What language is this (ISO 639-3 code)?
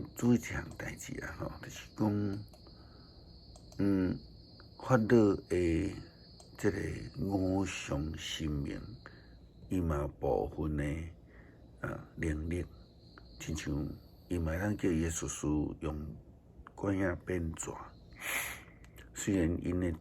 nan